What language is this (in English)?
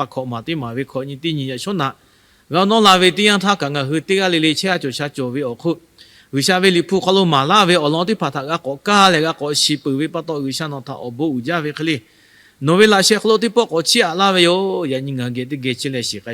Lahu